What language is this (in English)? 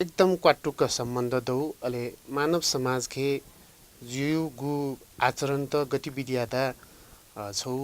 Newari